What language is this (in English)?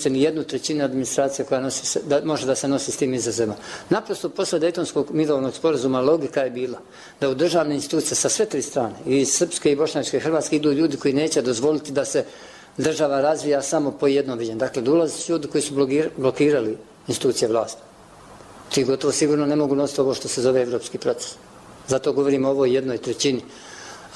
Bosnian